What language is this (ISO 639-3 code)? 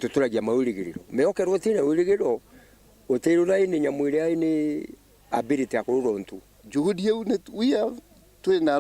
mer